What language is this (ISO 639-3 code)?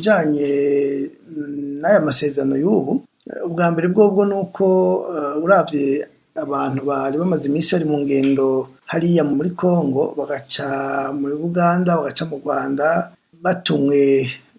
run